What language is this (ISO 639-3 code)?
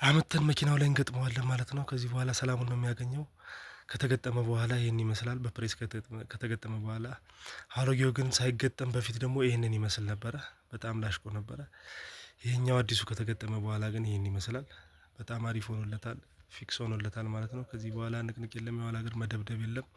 amh